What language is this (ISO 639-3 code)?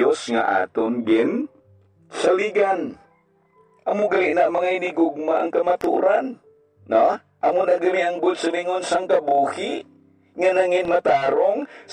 hil